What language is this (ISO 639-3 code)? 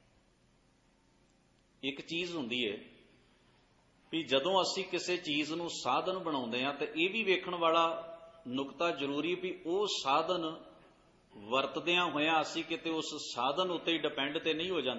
pan